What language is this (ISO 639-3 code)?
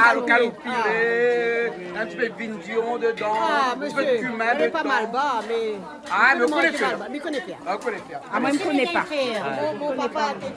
rcf